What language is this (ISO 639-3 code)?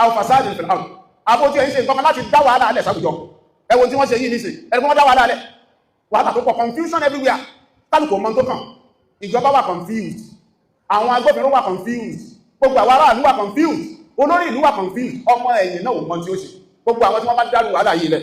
yor